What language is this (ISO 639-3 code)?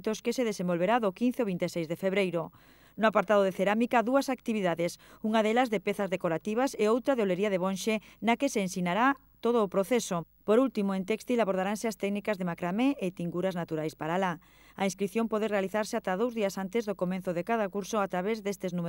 glg